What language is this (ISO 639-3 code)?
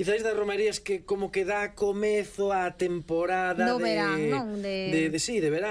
glg